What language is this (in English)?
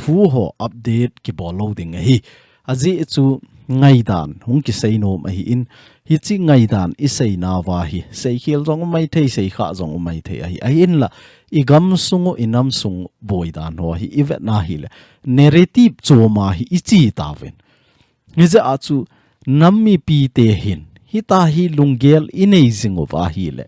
Thado Chin